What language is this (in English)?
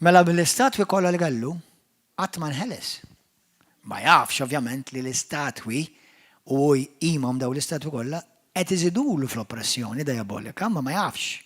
Maltese